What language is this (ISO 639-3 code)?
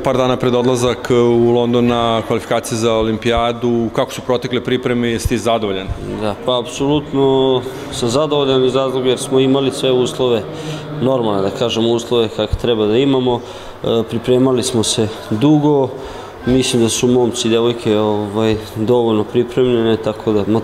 srp